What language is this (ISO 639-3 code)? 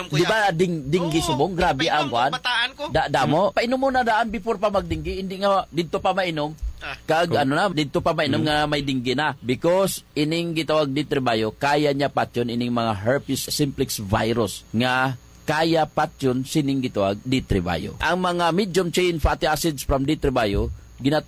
hil